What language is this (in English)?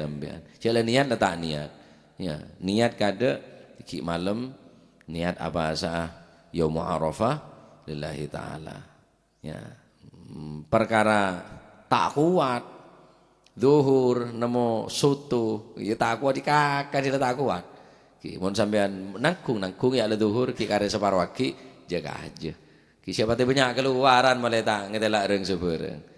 Madurese